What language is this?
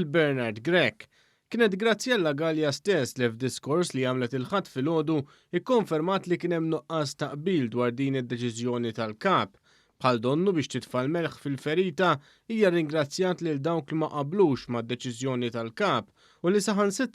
Maltese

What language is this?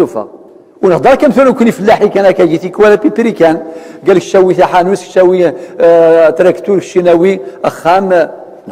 Kabyle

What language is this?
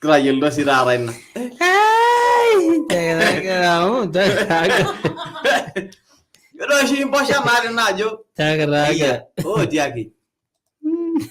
Masai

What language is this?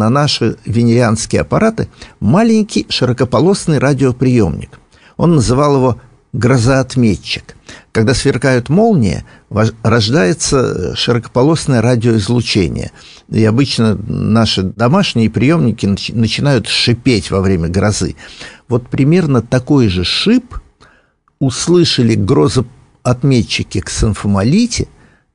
Russian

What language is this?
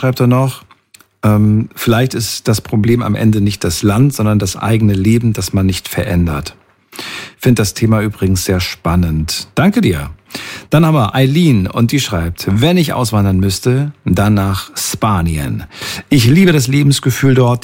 German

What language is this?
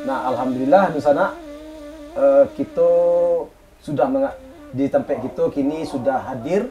Minangkabau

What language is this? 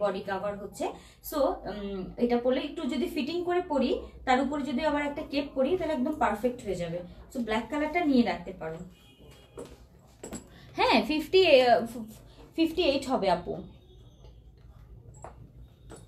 Bangla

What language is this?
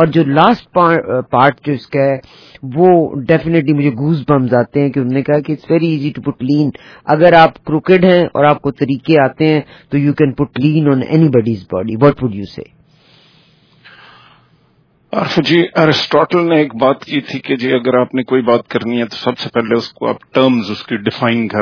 Urdu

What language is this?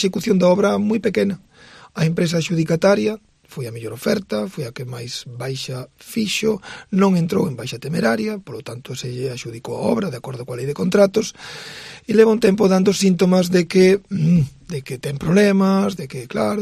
Galician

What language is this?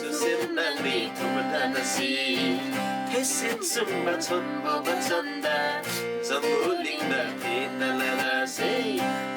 Eastern Tamang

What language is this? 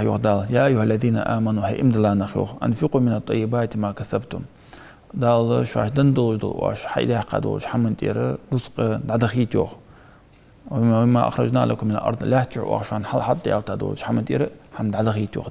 Ingush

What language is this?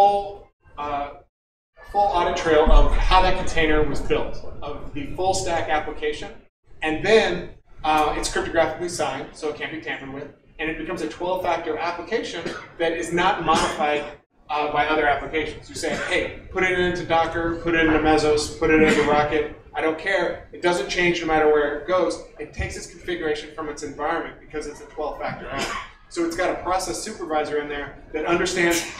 English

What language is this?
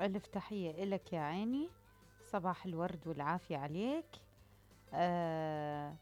Mesopotamian Arabic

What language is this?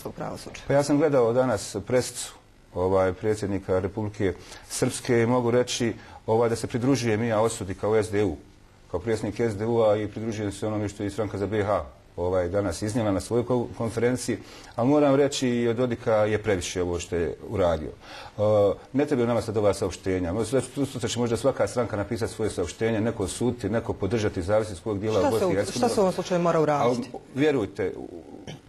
Bosnian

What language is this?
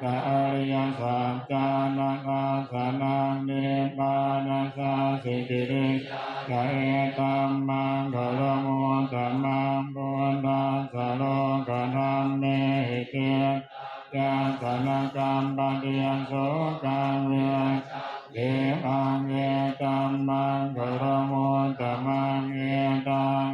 Pali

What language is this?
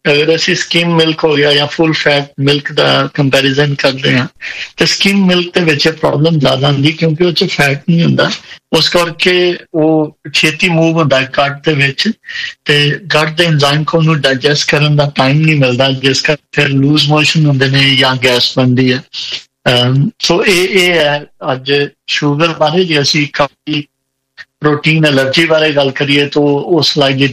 Punjabi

